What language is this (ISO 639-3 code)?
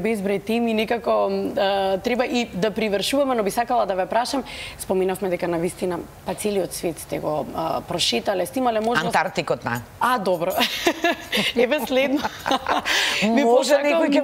mkd